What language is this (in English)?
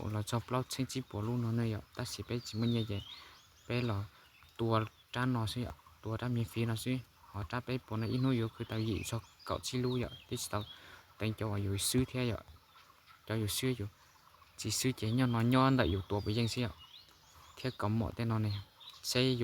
Hmong